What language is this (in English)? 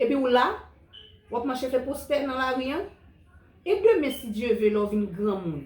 Haitian Creole